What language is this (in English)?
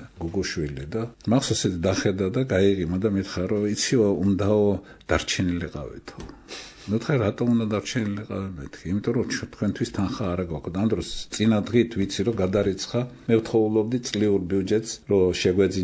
Georgian